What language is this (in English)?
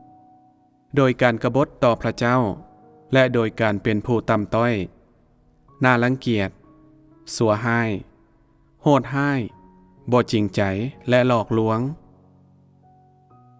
Lao